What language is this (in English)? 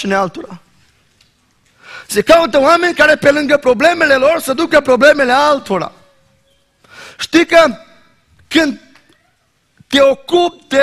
Romanian